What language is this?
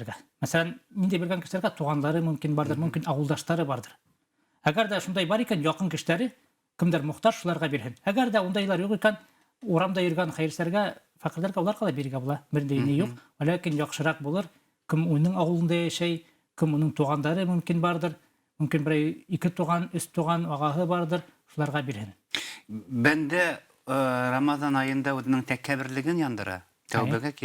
Bashkir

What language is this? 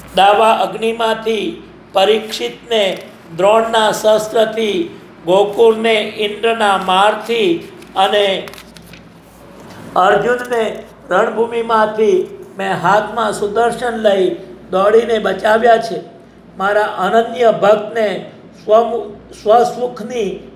Gujarati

